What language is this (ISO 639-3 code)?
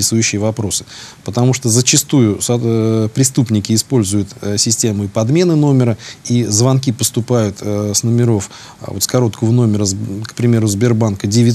rus